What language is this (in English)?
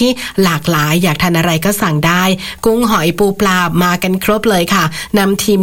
Thai